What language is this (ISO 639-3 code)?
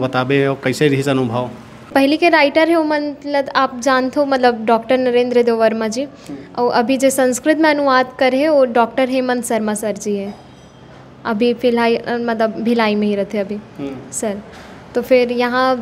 hne